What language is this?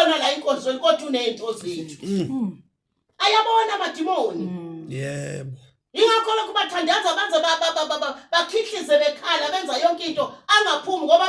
Zulu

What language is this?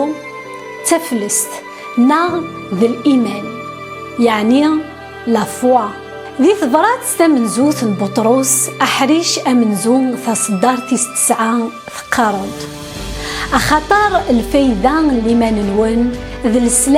Kabyle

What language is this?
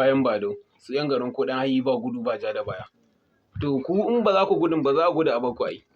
Hausa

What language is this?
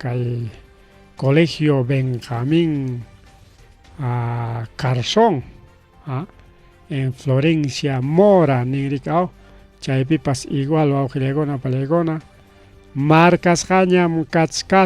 Ayacucho Quechua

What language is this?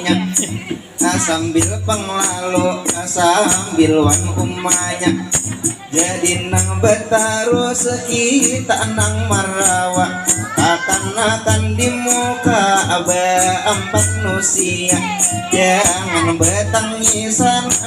Banjar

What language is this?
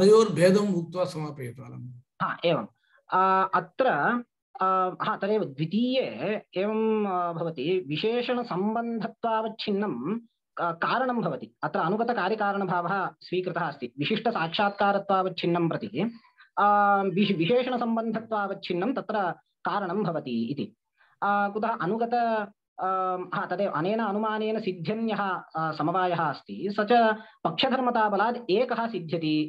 Sanskrit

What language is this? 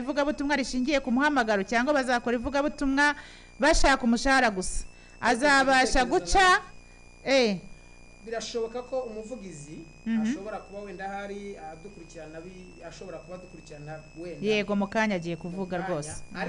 Kinyarwanda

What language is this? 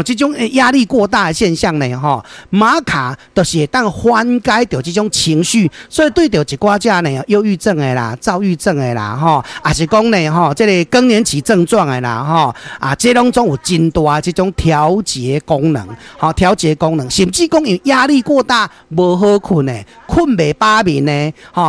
Min Nan Chinese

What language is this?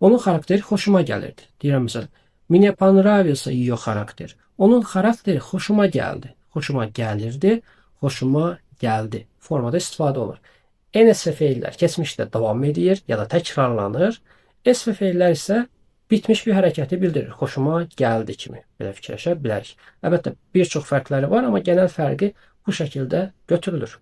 Azerbaijani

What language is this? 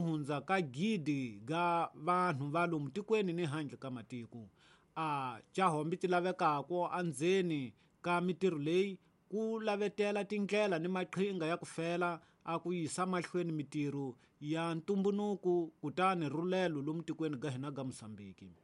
Tsonga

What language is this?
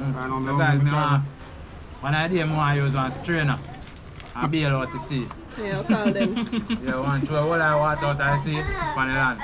Jamaican Creole English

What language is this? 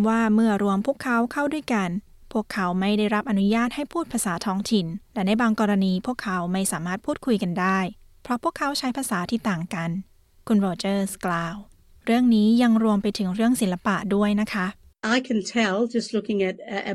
Thai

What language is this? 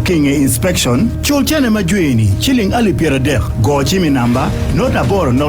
Acoli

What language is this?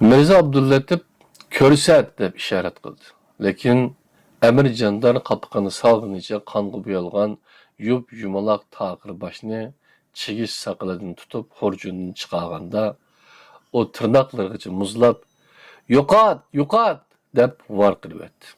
Uyghur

